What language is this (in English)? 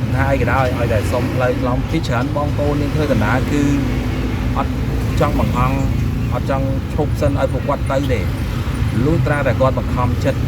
Khmer